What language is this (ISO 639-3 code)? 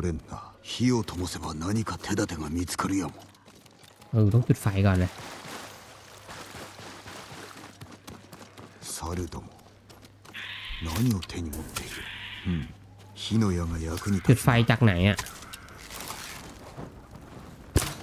tha